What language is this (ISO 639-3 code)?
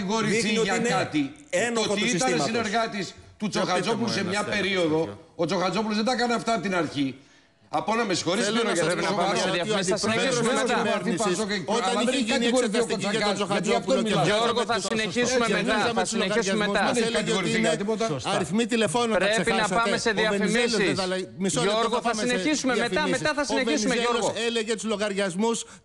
ell